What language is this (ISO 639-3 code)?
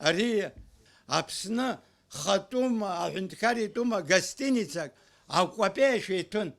abk